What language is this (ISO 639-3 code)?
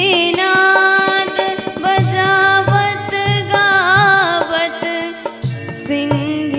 mai